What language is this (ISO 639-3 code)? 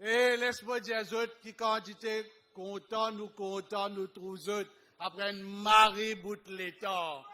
mfe